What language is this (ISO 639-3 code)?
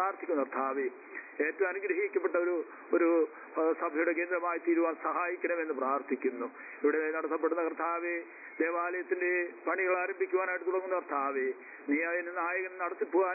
mal